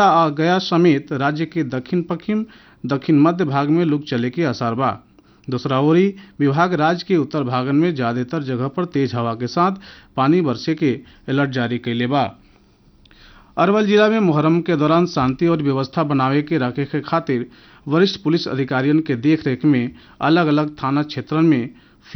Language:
Bhojpuri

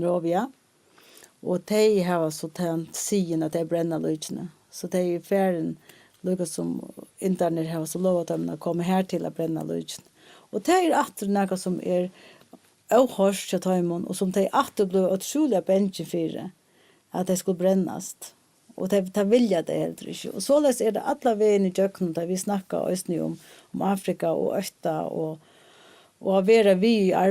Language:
Faroese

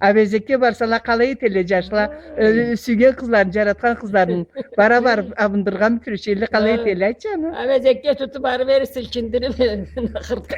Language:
Karachay-Balkar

